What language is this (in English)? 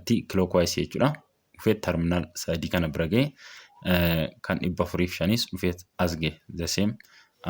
Oromo